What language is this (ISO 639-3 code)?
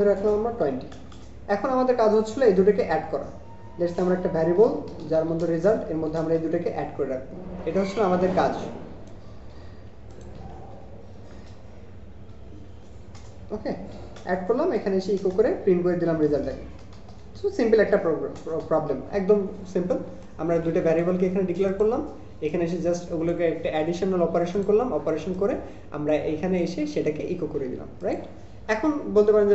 ben